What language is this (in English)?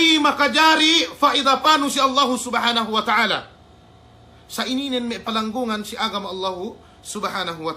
Yakan